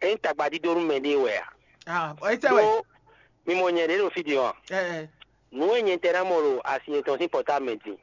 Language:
Fon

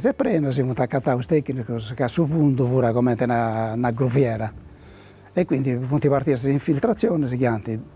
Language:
Sardinian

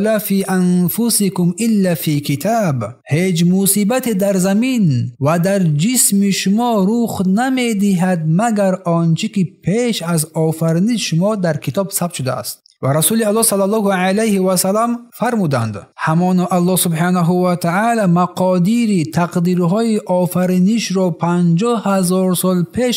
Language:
Tajik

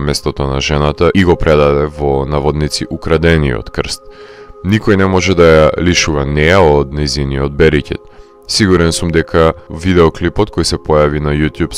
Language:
Macedonian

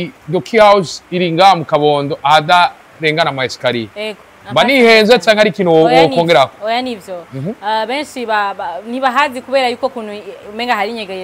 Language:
Rundi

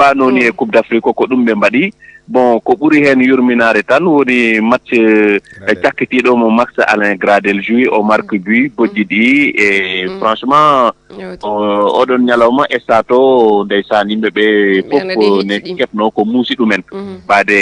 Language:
Fula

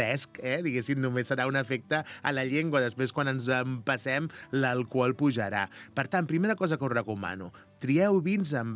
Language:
Catalan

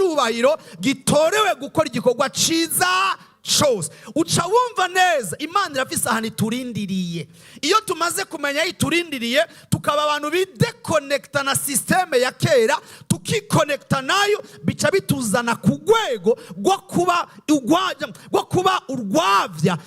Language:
Rundi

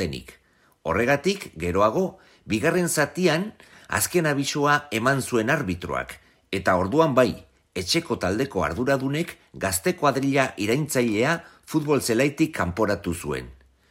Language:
Basque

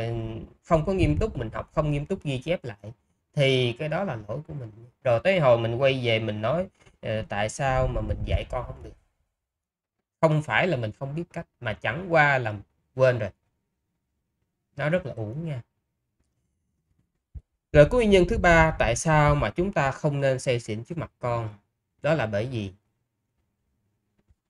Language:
Vietnamese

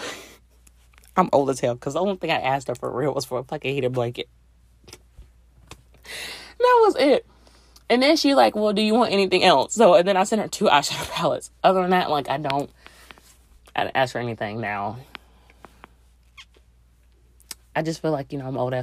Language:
English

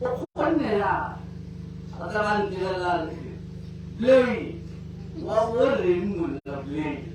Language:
Tswana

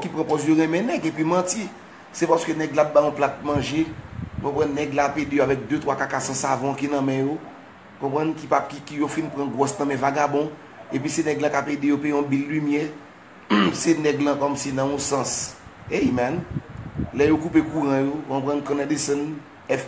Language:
Haitian Creole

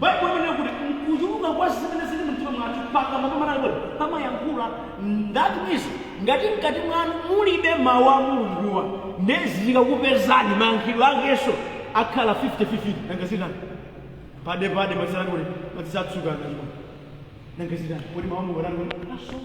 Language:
Nyanja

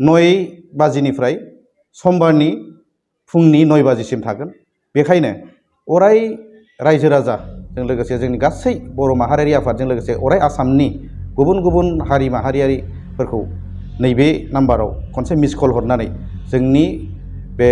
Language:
Bodo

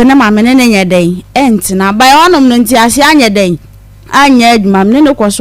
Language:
Akan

